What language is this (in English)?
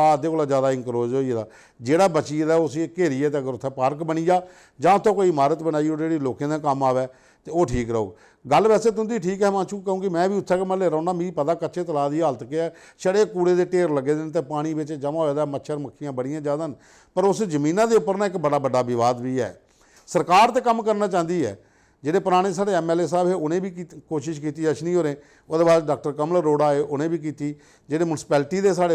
Dogri